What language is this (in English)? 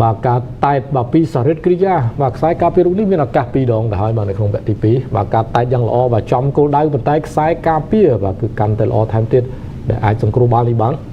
Khmer